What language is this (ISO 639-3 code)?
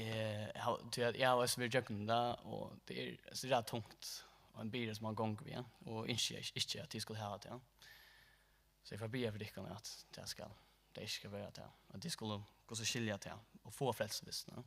fao